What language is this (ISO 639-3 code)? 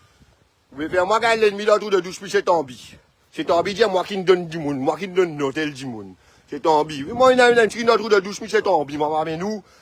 mfe